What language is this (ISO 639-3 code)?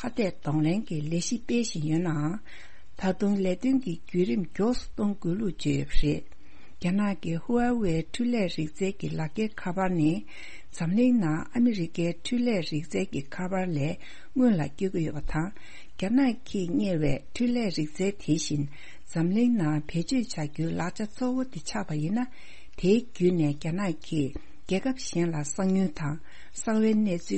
bod